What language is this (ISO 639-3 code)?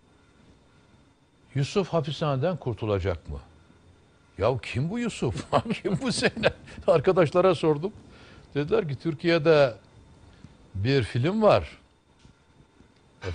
tur